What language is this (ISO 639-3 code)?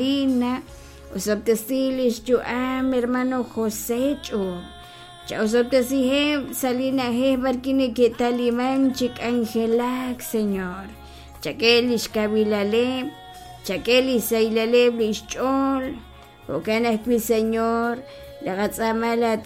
kek